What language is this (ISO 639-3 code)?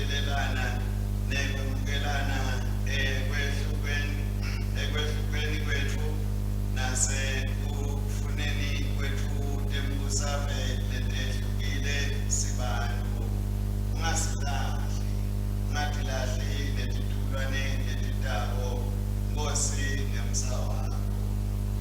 ssw